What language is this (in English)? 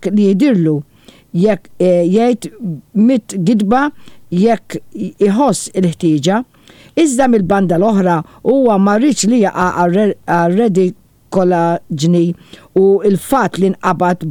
Maltese